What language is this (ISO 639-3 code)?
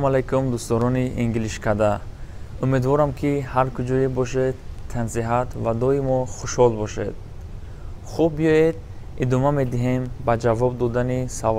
tgk